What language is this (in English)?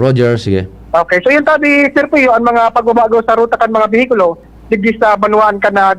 Bikol